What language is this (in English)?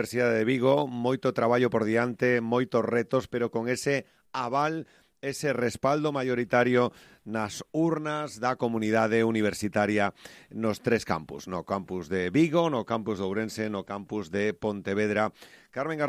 Galician